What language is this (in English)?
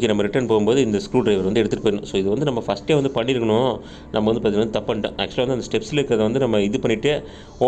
Tamil